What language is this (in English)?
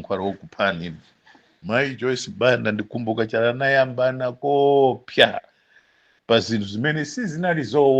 Nyanja